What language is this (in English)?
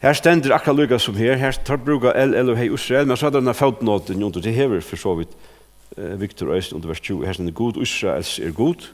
Faroese